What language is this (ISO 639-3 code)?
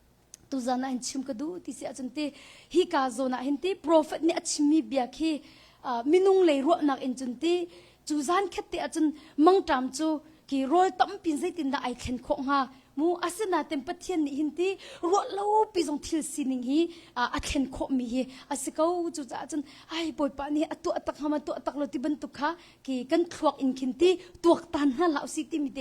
cnh